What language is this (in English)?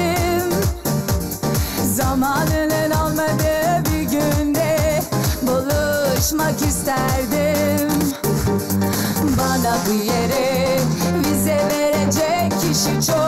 Turkish